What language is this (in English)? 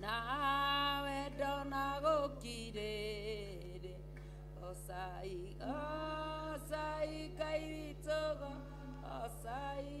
Kikuyu